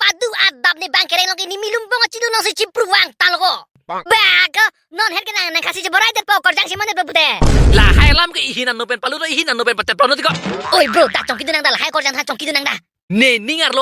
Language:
Karbi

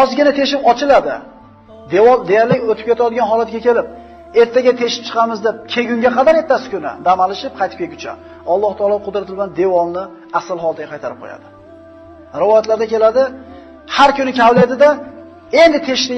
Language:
Uzbek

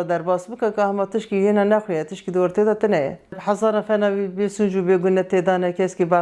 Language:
Kurdish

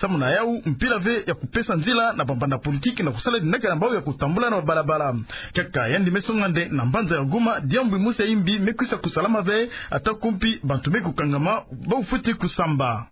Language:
Kituba (Democratic Republic of Congo)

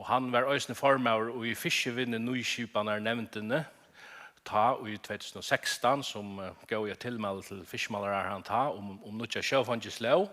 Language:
Faroese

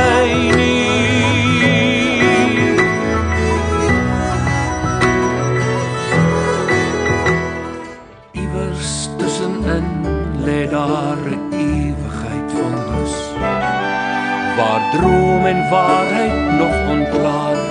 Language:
Afrikaans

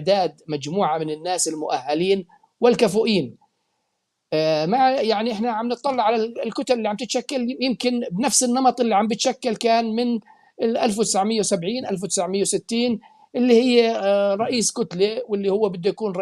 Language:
North Levantine Arabic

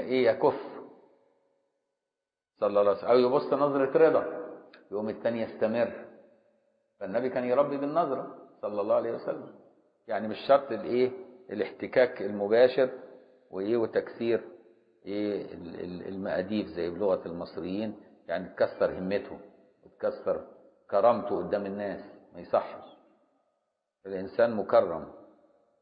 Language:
Egyptian Arabic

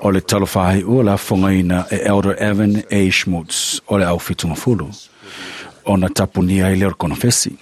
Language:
Samoan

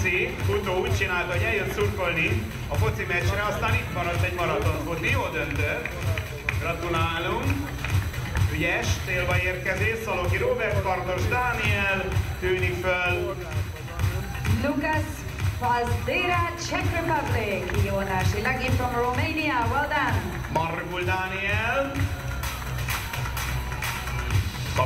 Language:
Hungarian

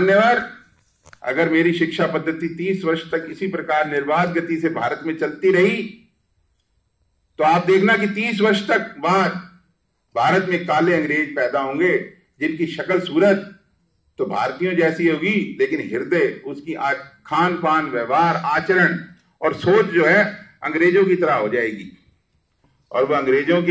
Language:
Hindi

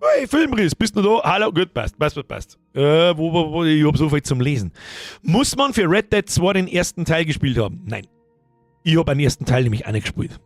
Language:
Bavarian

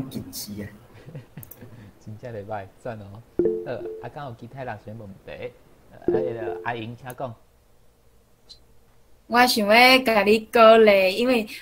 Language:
Min Nan Chinese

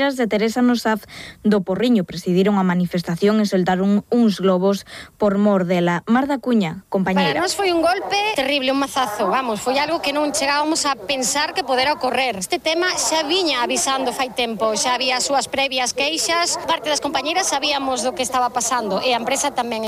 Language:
Galician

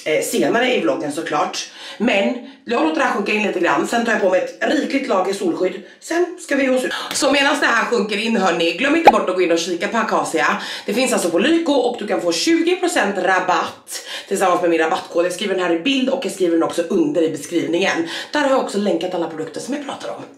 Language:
Swedish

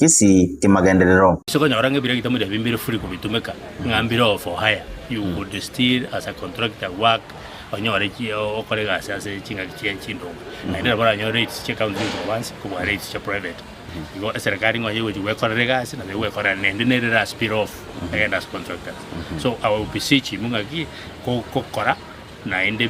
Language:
Gusii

